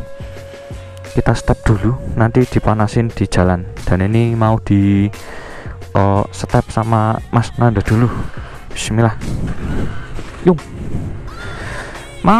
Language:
Indonesian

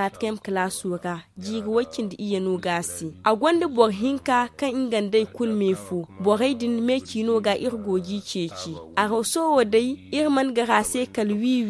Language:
Zarma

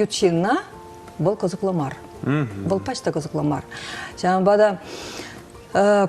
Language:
Chuvash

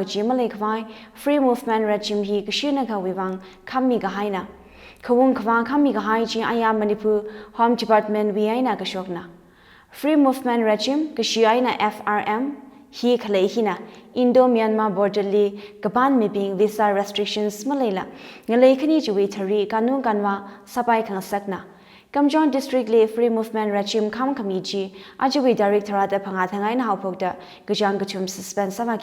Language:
Tangkhul Naga (India)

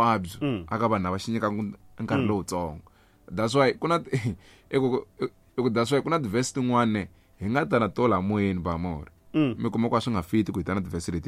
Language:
Tsonga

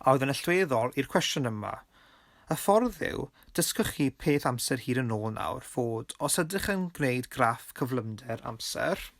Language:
Welsh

